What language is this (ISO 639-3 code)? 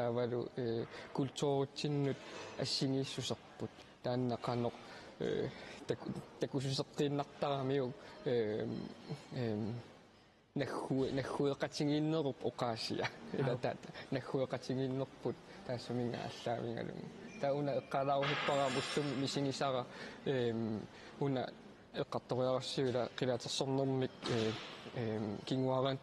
kal